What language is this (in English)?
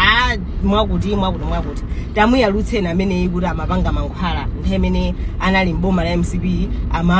Nyanja